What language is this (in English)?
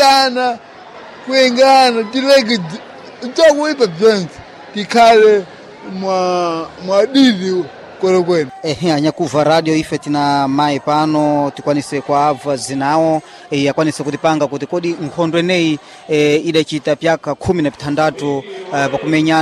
Sena